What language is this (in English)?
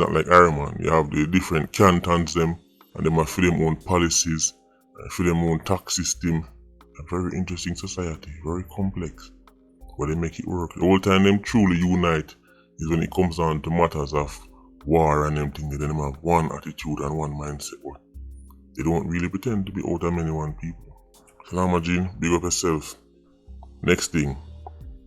Jamaican Creole English